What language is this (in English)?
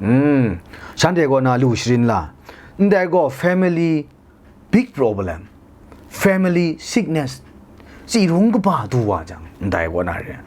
Kachin